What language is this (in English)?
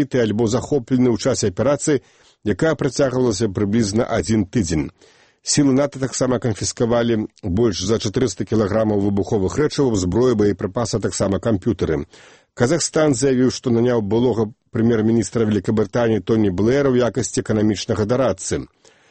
Belarusian